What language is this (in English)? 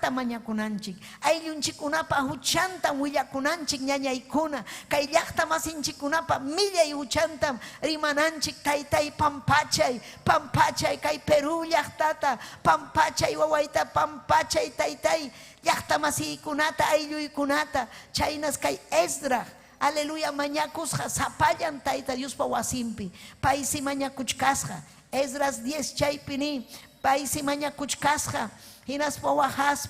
Ayacucho Quechua